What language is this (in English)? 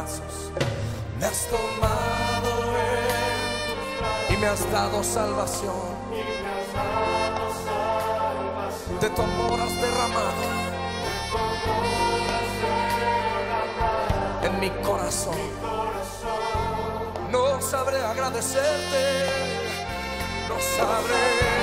Spanish